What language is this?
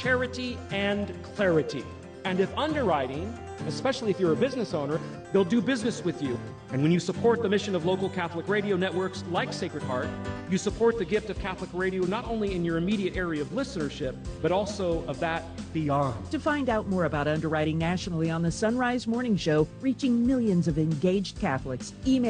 English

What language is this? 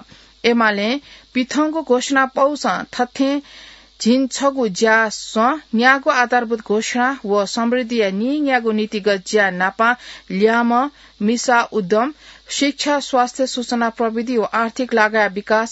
Newari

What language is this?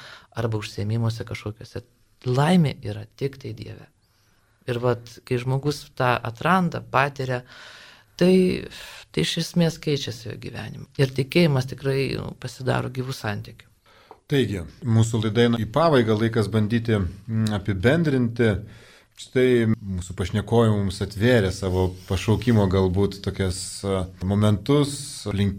Lithuanian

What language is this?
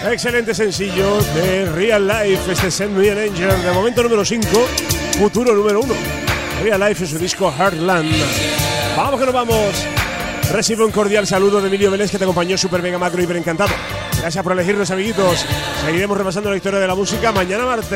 Spanish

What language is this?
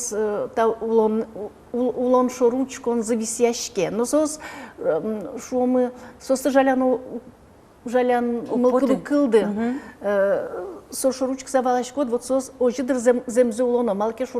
Udmurt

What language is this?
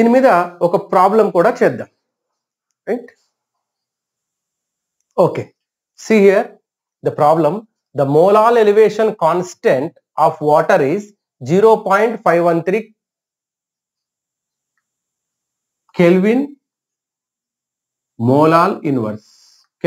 Telugu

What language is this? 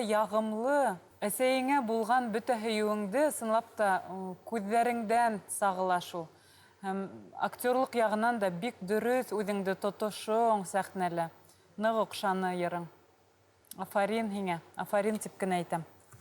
Bashkir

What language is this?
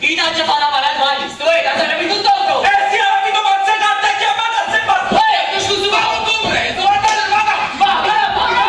Neapolitan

